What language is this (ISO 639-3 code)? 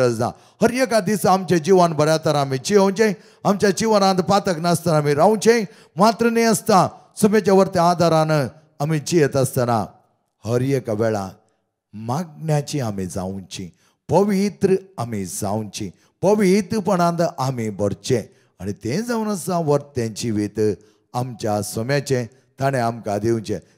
kok